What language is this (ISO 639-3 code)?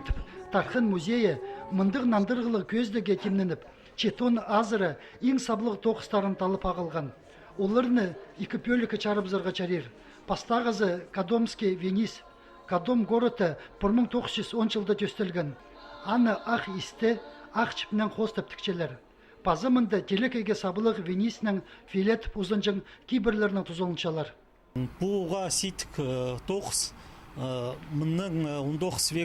kjh